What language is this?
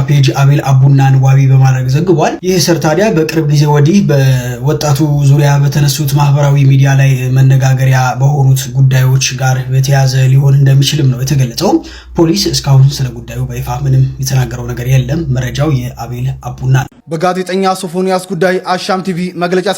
Amharic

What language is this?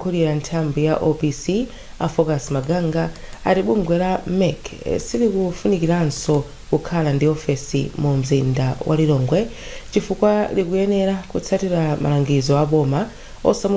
Nyanja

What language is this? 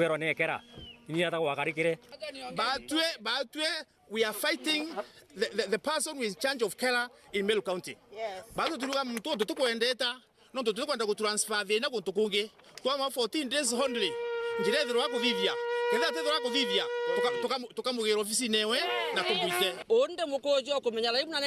Meru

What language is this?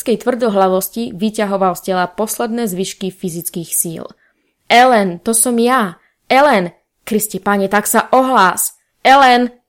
Slovak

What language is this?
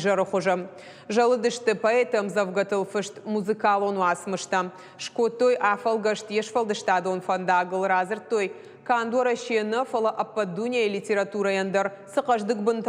Ossetic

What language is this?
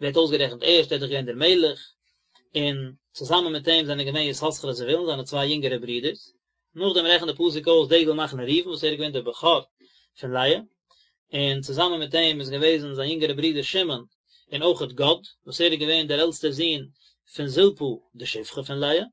Yiddish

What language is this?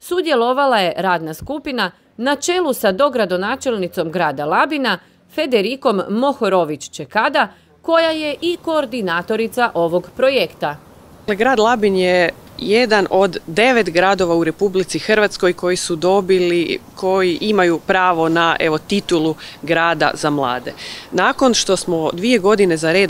Croatian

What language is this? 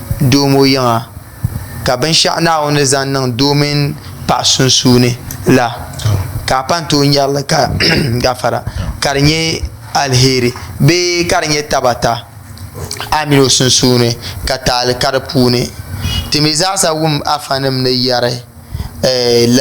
Dagbani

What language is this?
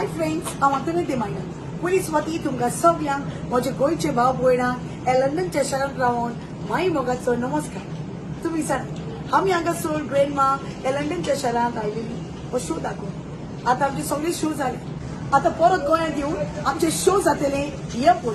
Konkani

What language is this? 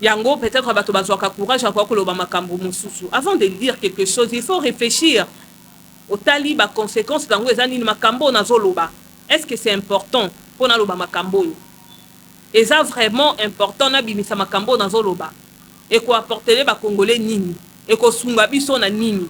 Lingala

